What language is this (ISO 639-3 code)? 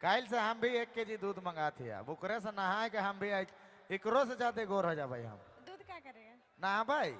sck